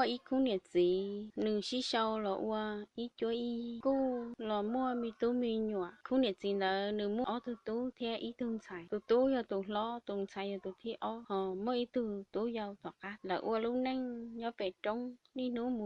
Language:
Hmong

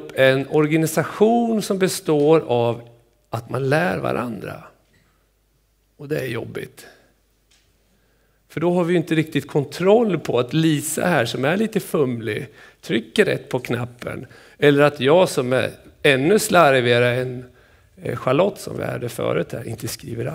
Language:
Swedish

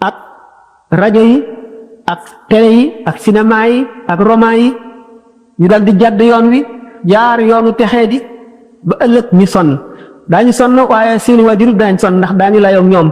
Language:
Wolof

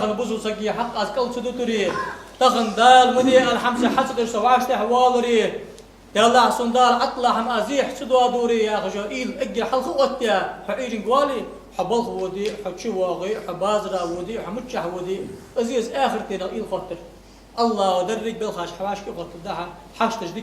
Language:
Ingush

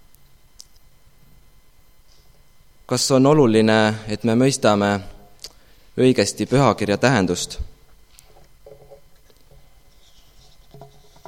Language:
Estonian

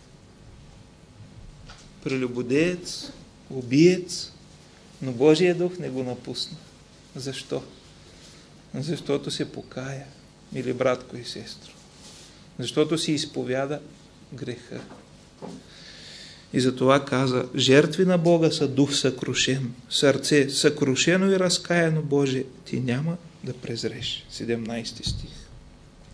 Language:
Bulgarian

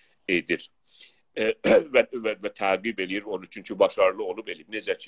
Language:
South Azerbaijani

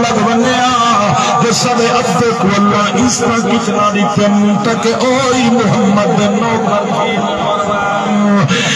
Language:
Saraiki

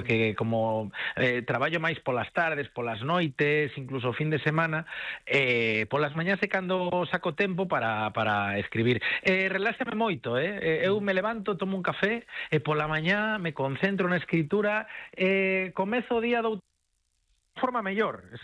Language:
Galician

